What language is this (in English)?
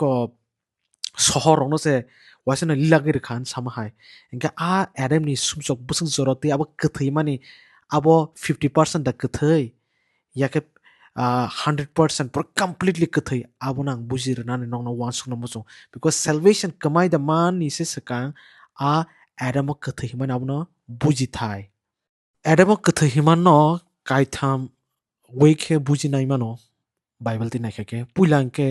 Kok Borok